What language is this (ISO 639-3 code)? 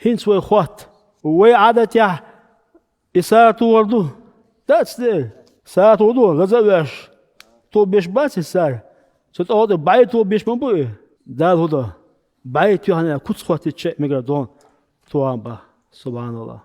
che